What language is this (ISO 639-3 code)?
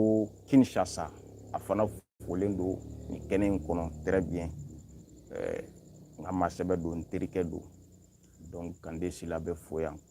bam